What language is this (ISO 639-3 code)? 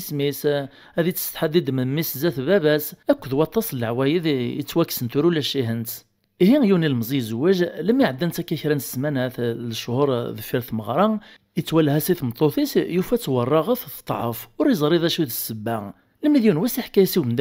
kab